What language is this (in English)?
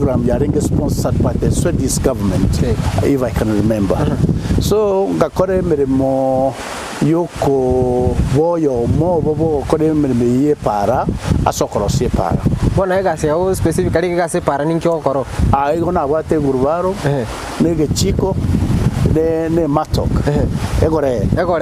Gusii